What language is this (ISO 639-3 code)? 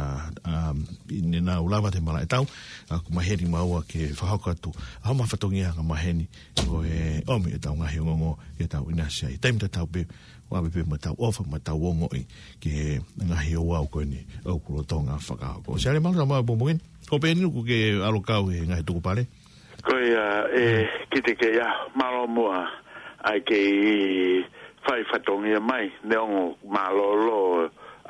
ton